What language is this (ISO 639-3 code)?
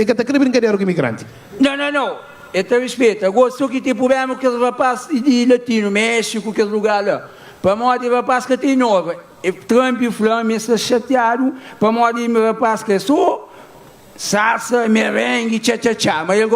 kea